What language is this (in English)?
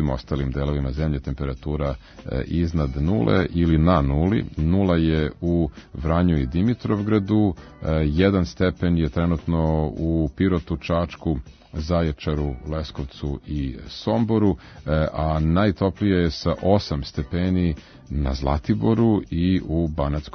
Serbian